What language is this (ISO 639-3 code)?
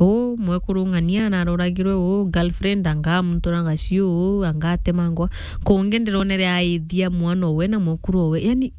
mer